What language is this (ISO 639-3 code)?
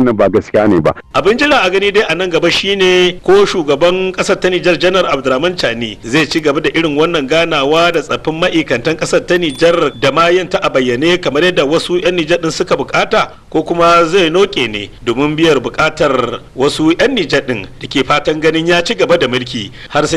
hau